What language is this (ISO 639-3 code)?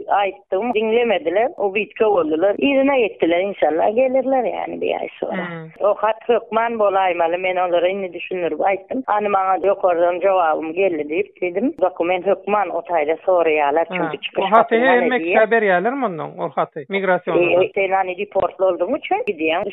tuk